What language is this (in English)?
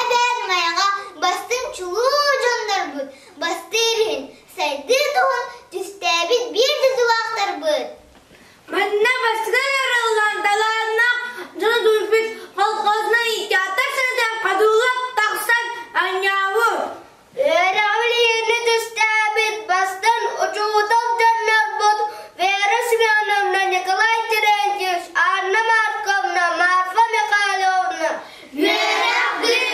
Yakut